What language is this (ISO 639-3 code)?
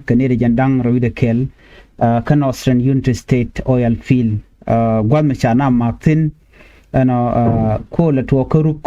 nus